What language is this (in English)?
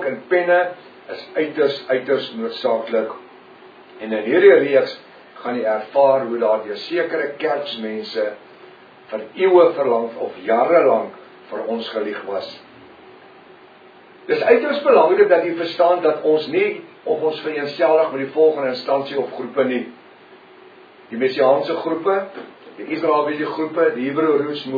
Afrikaans